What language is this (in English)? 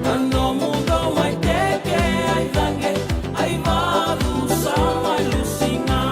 Fijian